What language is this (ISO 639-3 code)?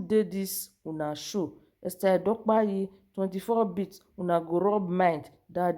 pcm